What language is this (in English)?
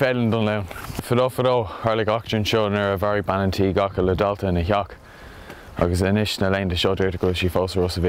Irish